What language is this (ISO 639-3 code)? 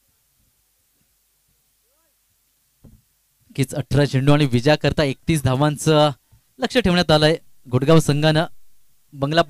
mar